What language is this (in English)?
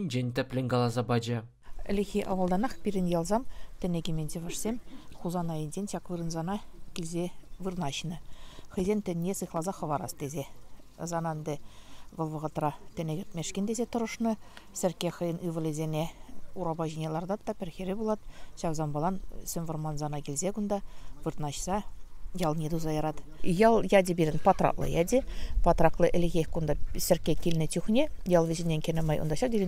Chuvash